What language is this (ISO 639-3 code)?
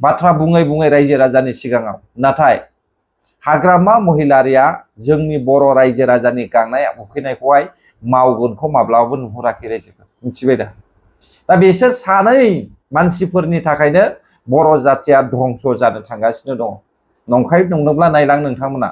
brx